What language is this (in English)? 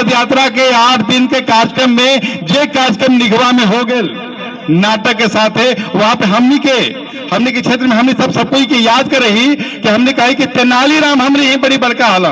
Magahi